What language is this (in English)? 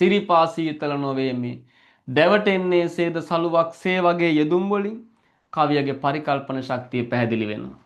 Sinhala